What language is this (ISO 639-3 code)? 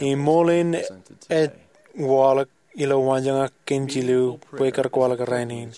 mah